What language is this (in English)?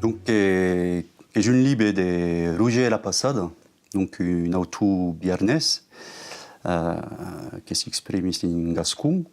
Occitan